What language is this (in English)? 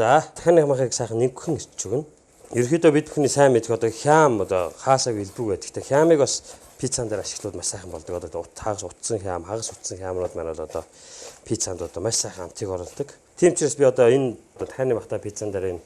Mongolian